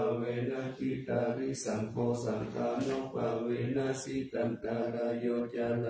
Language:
Pali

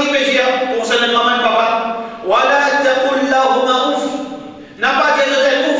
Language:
Morisyen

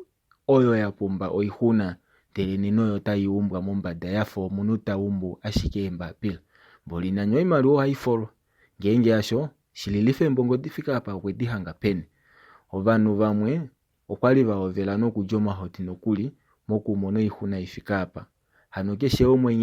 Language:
Kuanyama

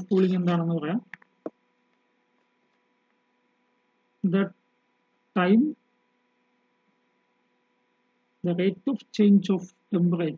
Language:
Malayalam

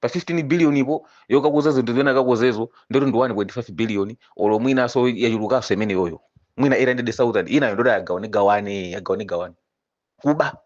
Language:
Nyanja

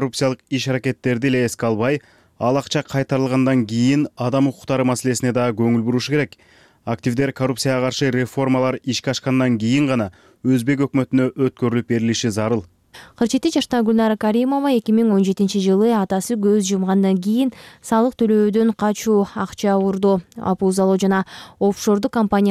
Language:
Kyrgyz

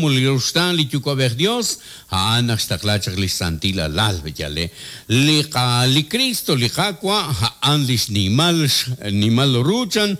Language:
Kekchí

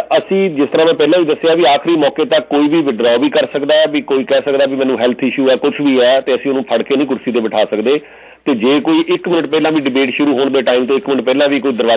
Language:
Punjabi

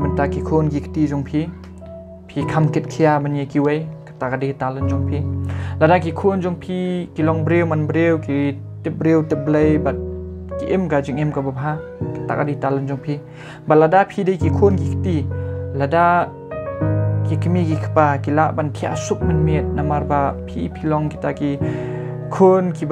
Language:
Khasi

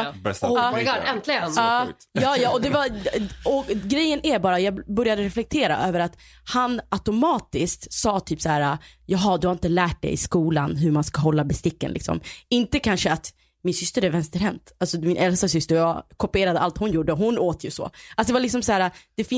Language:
Swedish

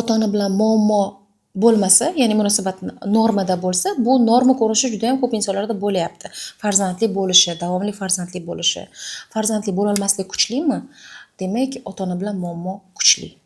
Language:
Uzbek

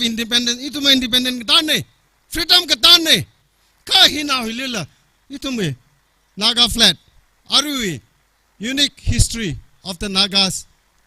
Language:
Tangkhul Naga (India)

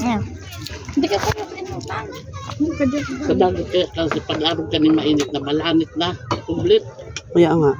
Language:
Bikol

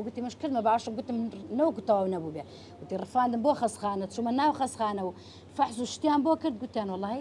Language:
Central Kurdish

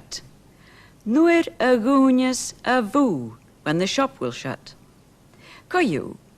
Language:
Scottish Gaelic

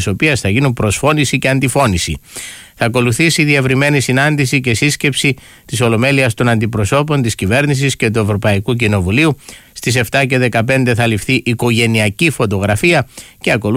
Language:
Greek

